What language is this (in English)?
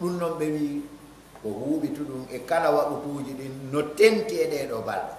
Pular